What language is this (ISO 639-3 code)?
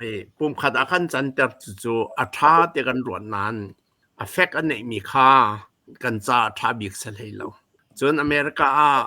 cnh